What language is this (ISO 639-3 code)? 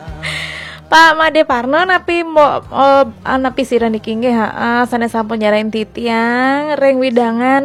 ban